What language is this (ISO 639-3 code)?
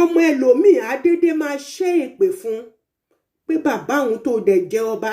yor